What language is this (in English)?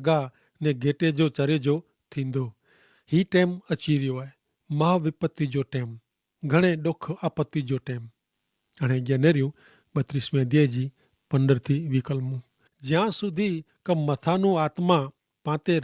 Kachhi